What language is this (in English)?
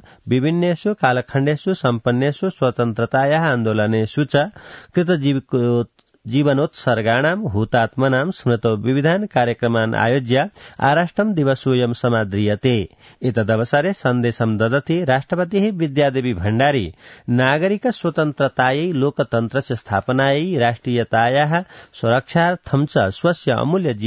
Sanskrit